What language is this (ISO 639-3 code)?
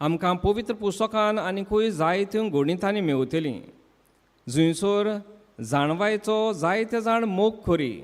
kok